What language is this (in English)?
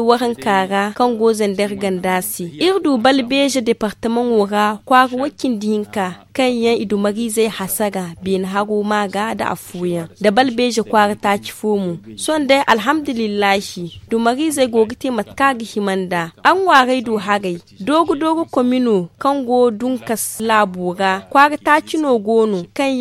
Zarma